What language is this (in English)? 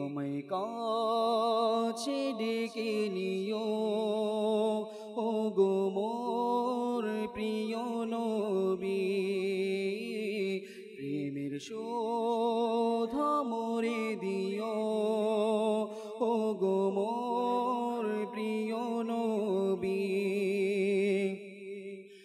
Bangla